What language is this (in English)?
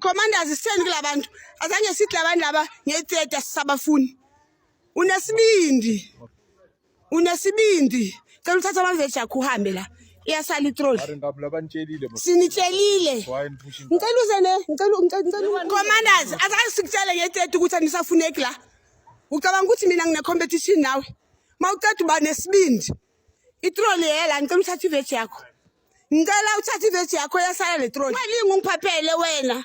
Zulu